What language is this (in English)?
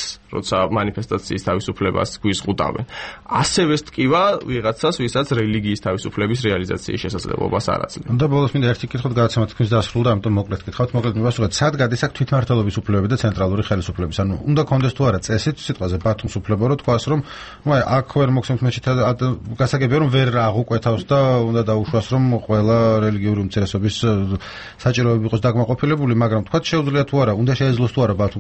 Georgian